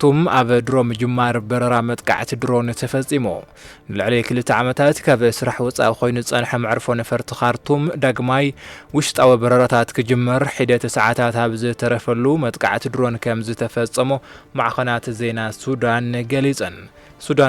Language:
Tigrinya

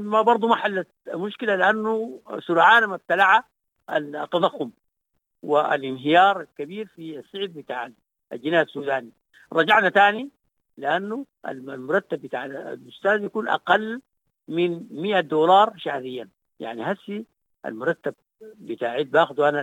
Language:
Sudanese Arabic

